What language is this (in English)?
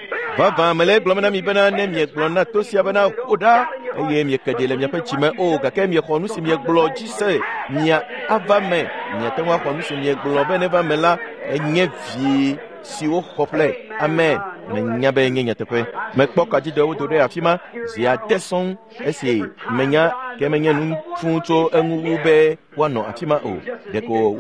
Ewe